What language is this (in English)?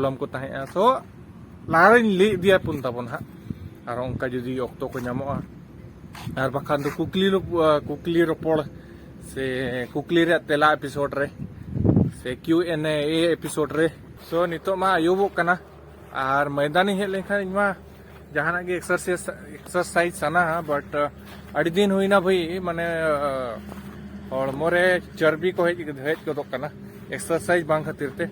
Santali